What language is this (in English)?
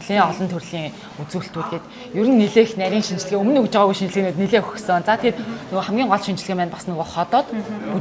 Mongolian